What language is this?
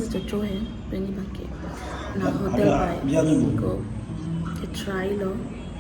Karbi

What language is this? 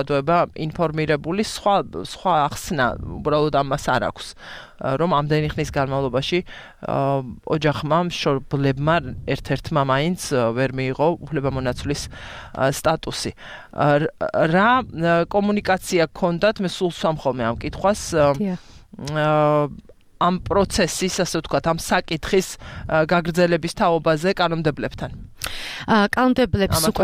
Georgian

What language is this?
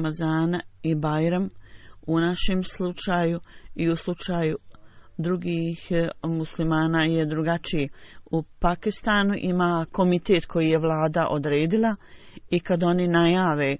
Bosnian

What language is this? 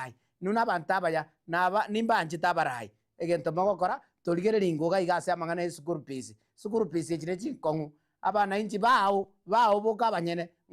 Gusii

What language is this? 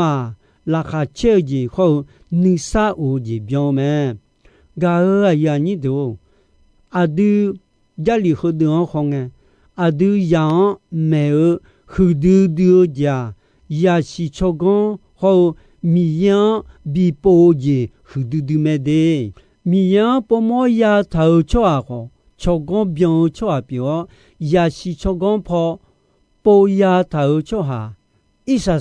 Akha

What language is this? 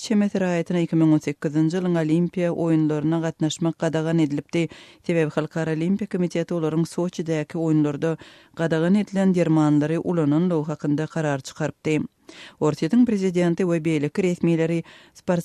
Turkmen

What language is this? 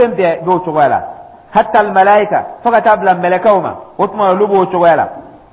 Dyula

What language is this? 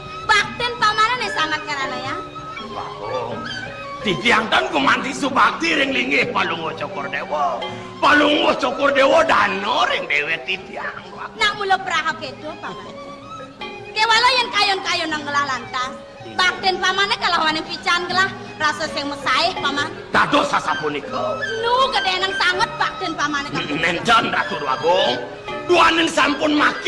Balinese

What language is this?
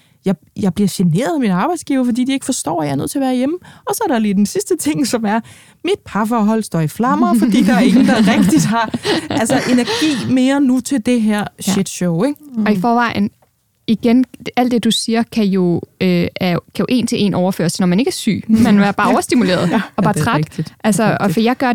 Danish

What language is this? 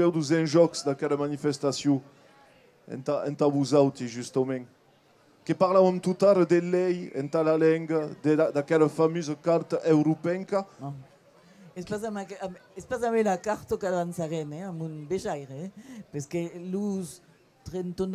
Occitan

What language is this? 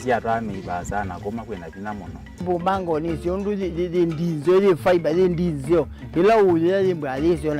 Kamba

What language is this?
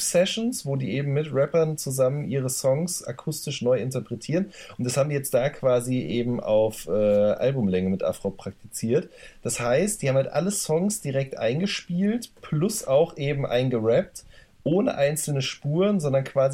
German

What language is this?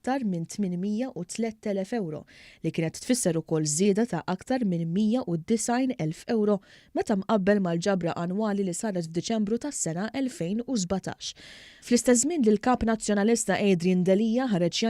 Maltese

